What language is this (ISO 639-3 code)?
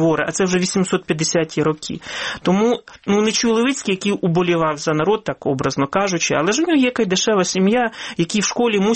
ukr